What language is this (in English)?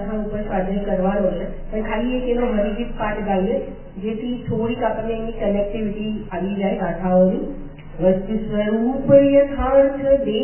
Gujarati